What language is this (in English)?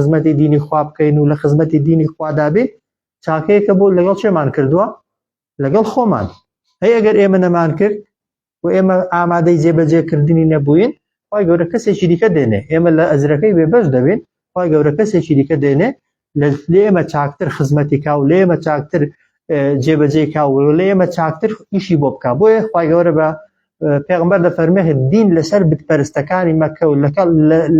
Central Kurdish